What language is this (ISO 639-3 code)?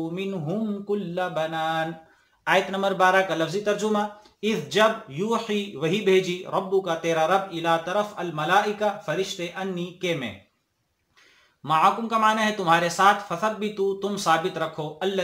urd